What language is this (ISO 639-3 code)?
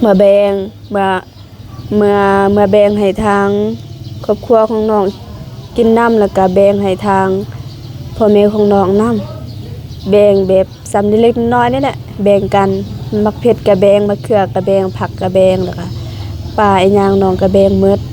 lao